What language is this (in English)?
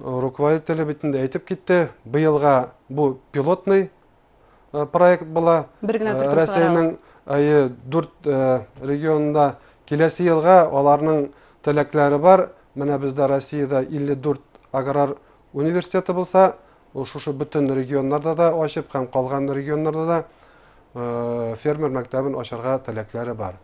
Bashkir